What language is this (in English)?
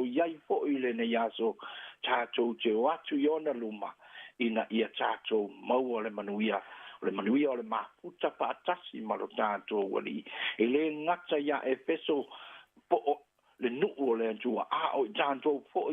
Samoan